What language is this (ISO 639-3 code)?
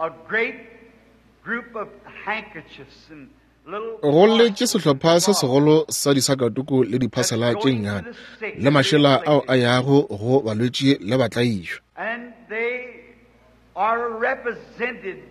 nso